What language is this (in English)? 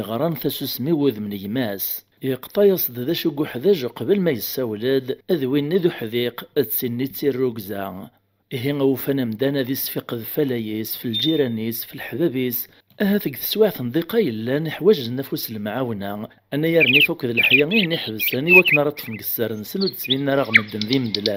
Kabyle